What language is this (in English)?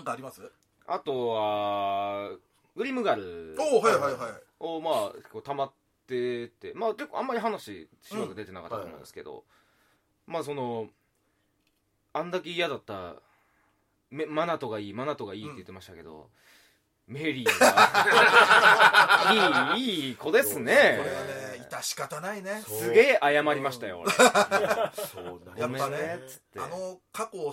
Japanese